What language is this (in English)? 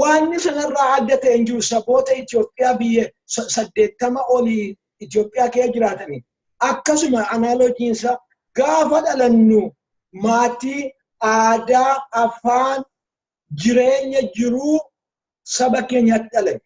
Oromo